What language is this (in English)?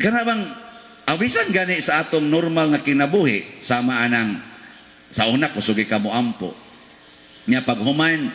Cebuano